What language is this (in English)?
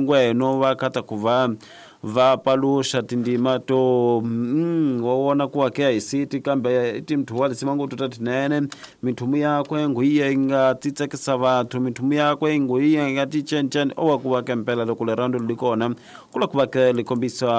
Tsonga